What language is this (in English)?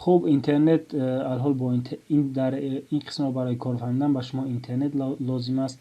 Tajik